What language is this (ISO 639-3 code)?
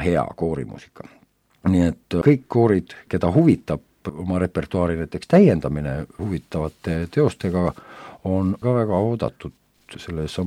est